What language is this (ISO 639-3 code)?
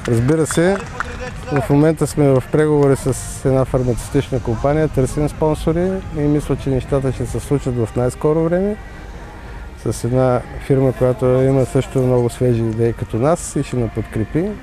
bul